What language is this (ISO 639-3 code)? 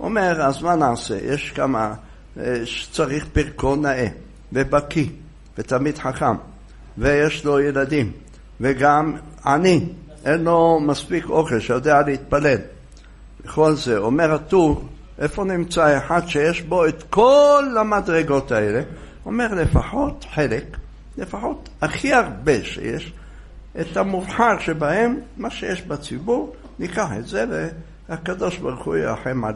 heb